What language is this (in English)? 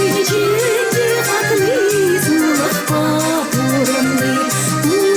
Chuvash